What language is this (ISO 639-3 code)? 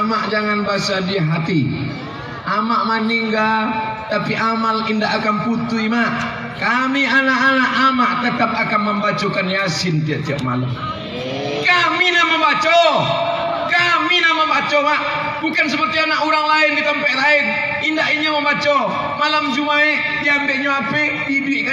min